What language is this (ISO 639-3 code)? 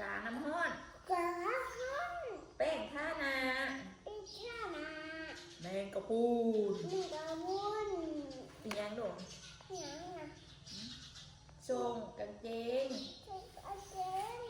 tts